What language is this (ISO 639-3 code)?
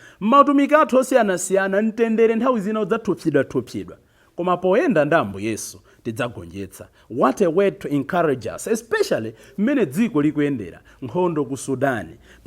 nya